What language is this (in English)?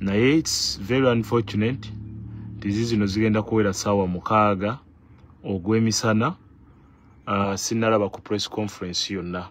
Ganda